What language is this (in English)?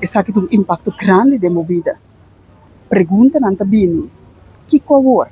Papiamento